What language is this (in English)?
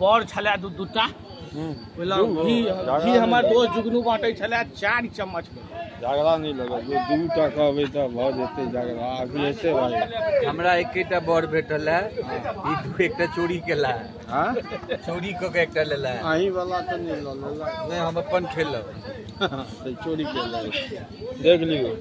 Maithili